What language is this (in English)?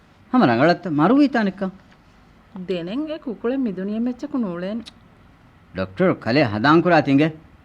Divehi